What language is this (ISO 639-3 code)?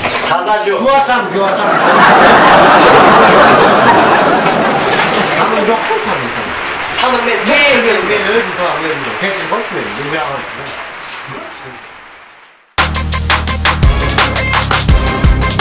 kir